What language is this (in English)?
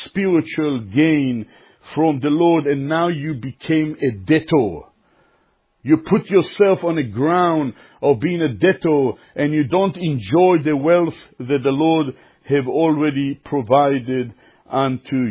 English